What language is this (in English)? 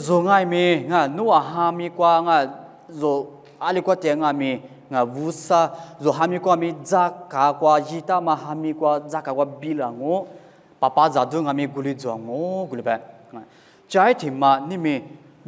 Lisu